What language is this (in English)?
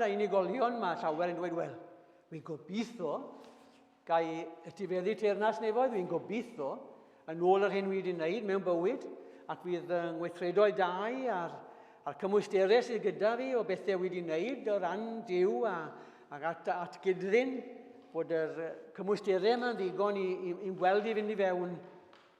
Welsh